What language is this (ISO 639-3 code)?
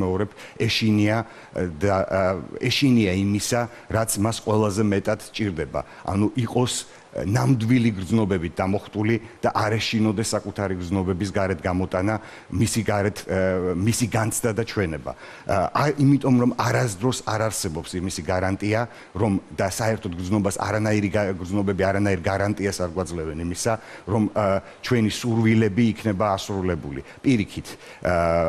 kat